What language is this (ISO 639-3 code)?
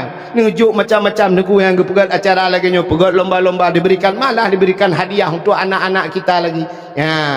ace